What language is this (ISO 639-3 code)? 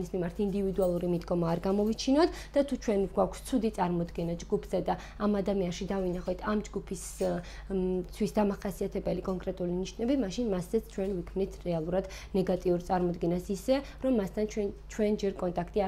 kat